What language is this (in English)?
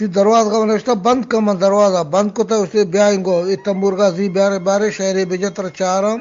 Eastern Balochi